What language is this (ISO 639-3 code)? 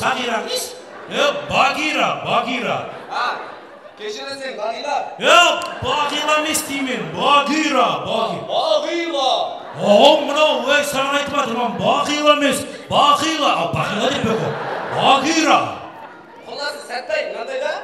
kaa